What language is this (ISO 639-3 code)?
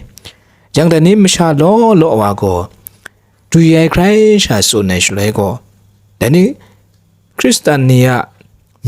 kac